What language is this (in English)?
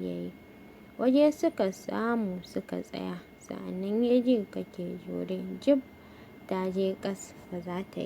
Hausa